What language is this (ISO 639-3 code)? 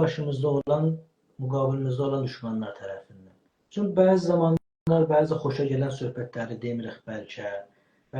azb